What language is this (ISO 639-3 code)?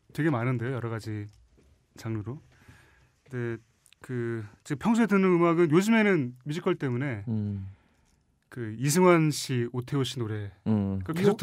kor